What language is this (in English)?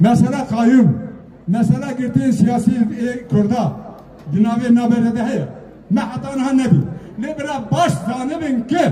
Kurdish